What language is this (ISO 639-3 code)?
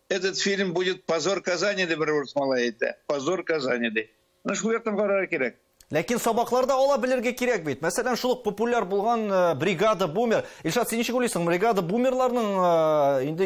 tat